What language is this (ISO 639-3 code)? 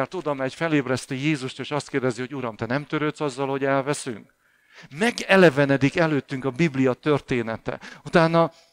hun